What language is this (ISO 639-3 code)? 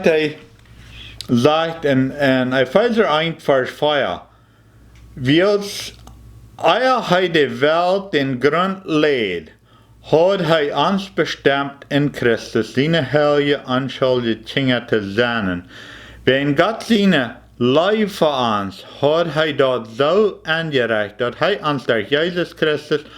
pdt